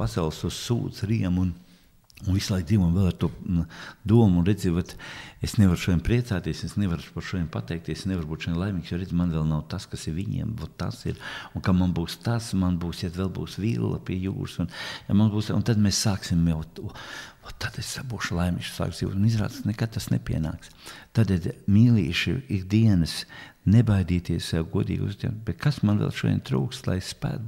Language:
Latvian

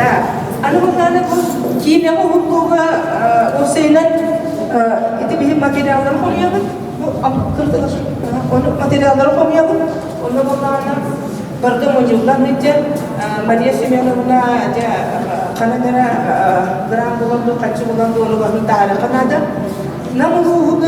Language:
Yakut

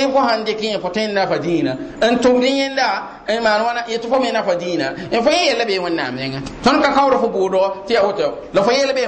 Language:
Mossi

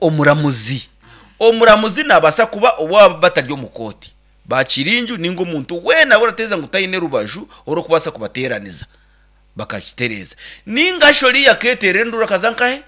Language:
Nyankole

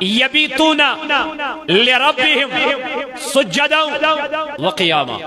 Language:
Kashmiri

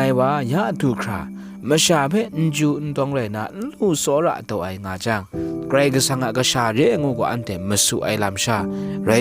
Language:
Kachin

